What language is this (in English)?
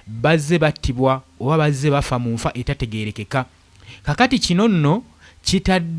Ganda